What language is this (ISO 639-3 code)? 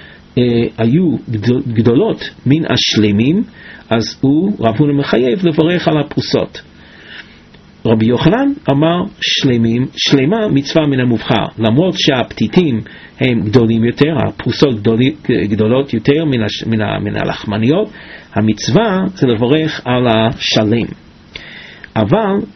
heb